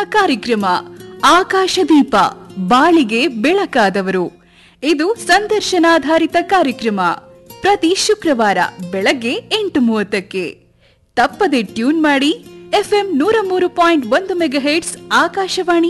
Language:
Kannada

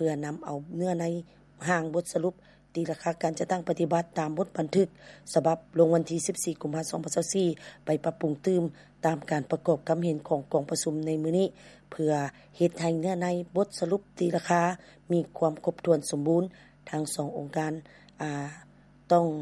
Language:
Lao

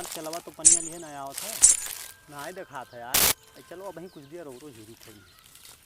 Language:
Awadhi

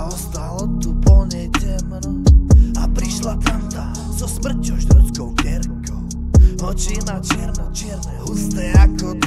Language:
Slovak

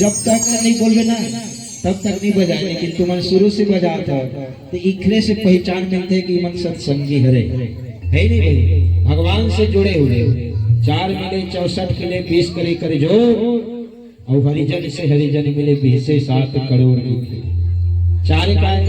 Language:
Chhattisgarhi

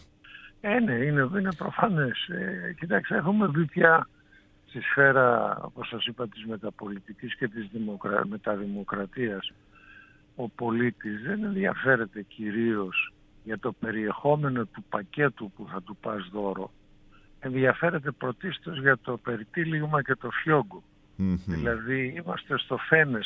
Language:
Greek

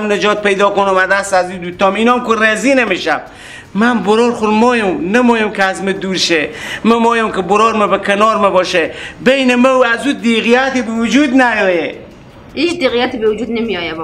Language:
Persian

